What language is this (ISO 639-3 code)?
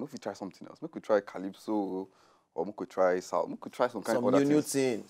pcm